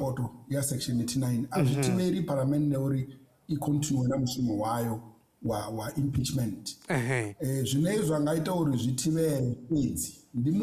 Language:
Venda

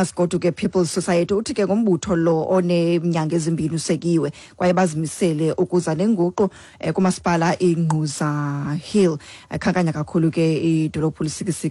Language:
Xhosa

